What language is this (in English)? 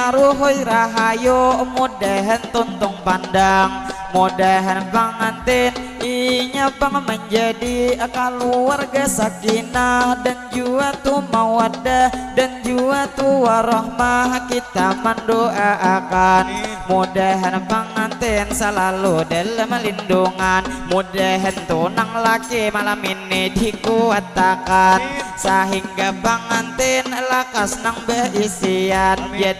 Banjar